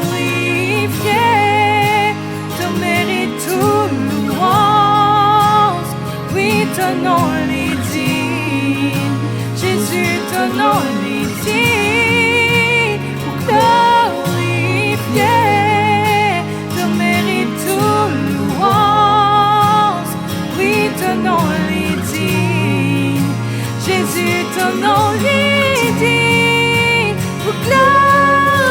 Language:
Morisyen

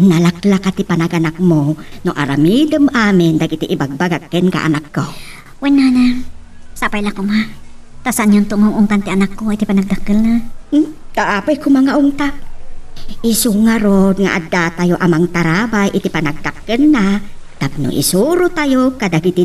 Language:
Iloko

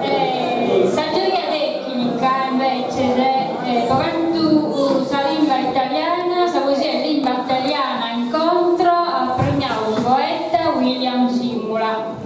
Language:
Sardinian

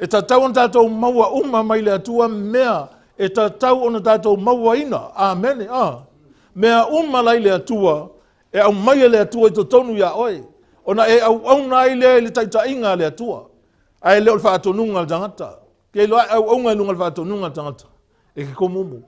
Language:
Samoan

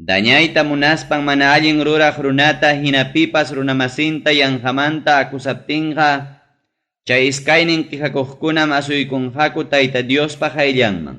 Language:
Ayacucho Quechua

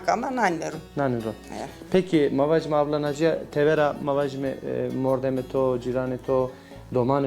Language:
Zaza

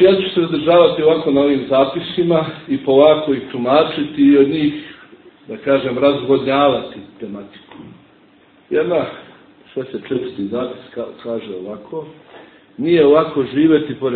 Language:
Serbian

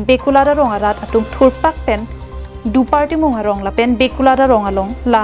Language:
Karbi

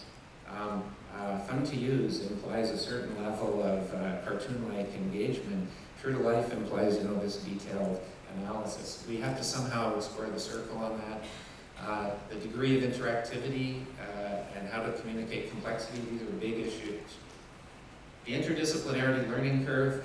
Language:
English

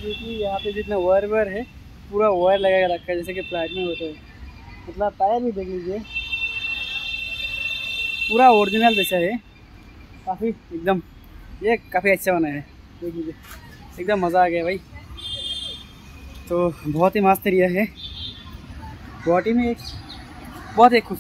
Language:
Hindi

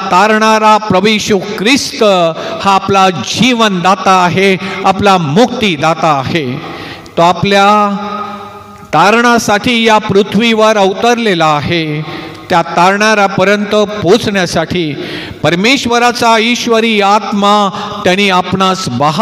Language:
Marathi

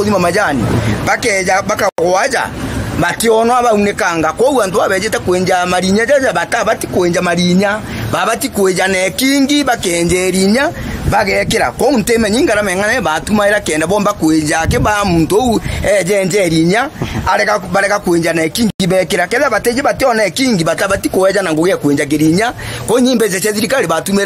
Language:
Meru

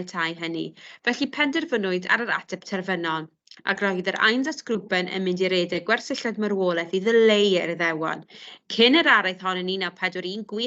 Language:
Welsh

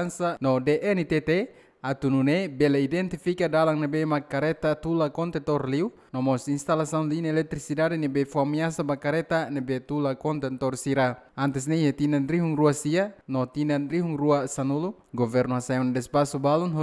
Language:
Tetum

